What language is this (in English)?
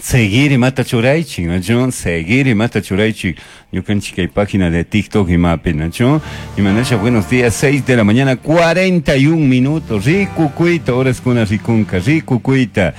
Chimborazo Highland Quichua